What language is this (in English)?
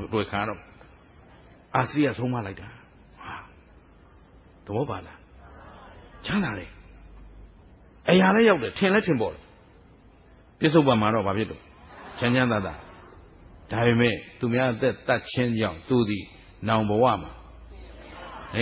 Burmese